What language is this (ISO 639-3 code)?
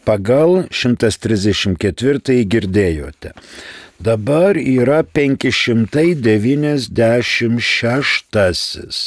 lit